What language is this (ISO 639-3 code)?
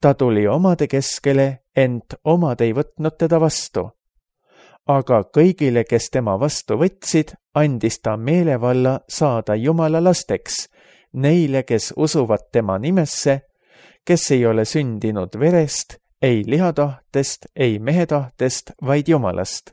est